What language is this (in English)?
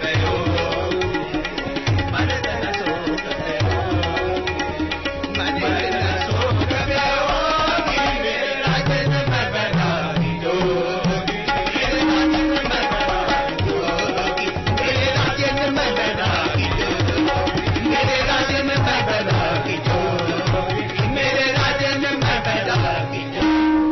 Hindi